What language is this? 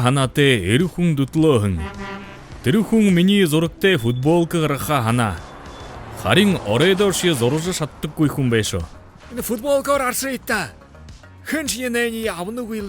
Buriat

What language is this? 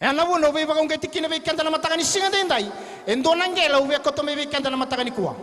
Fijian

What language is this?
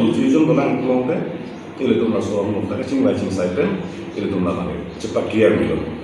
Karbi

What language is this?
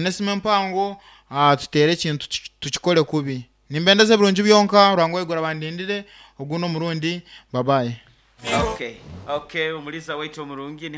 Nyankole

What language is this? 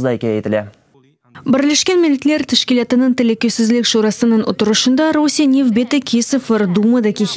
Crimean Tatar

